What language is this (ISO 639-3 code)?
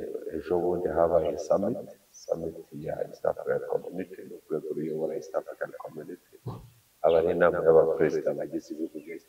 kin